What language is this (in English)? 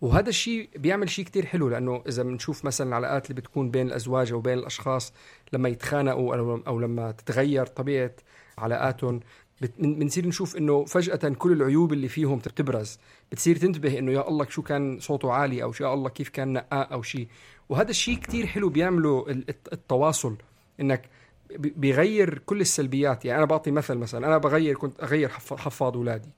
North Levantine Arabic